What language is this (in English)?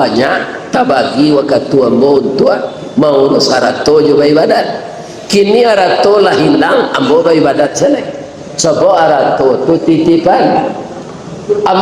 Minangkabau